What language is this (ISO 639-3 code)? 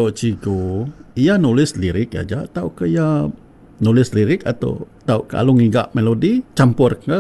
iba